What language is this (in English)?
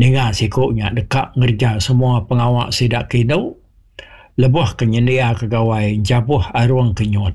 Iban